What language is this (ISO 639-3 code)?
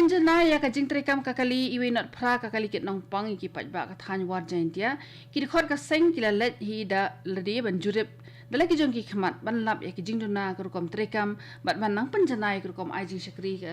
kha